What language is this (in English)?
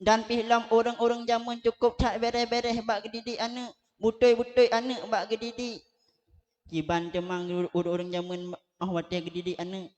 Achinese